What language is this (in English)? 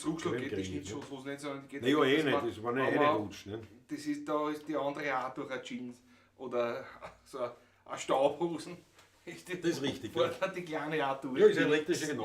Bavarian